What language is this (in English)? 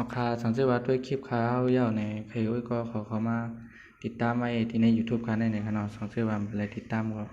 Shan